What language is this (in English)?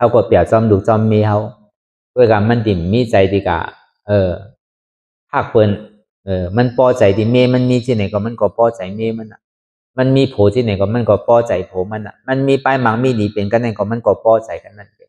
Shan